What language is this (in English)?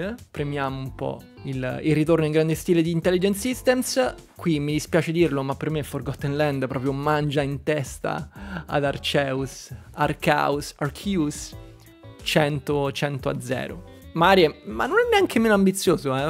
Italian